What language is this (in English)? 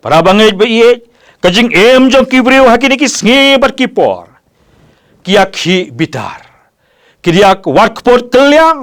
Khasi